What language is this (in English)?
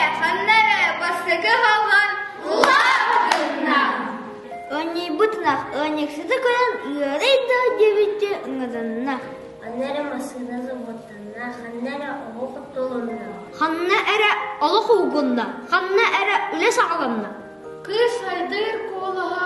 Yakut